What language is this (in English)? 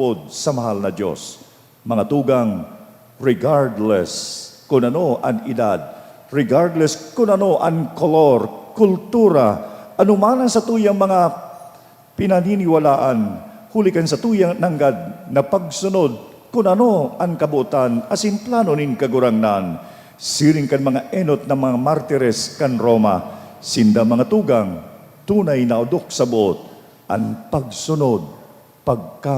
Bikol